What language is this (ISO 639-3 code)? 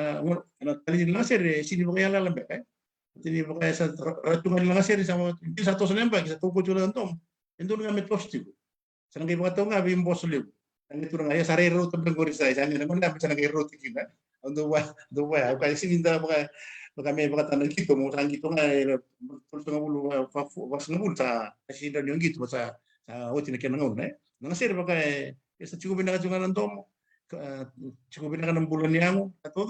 fij